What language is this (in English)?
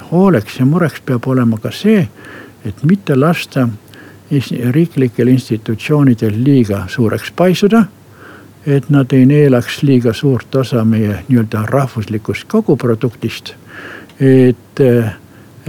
Estonian